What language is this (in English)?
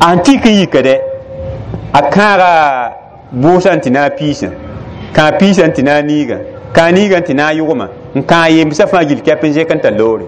Mossi